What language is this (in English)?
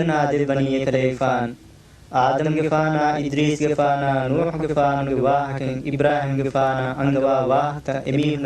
Divehi